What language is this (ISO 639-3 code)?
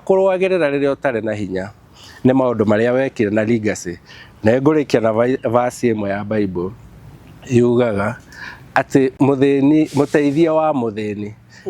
kik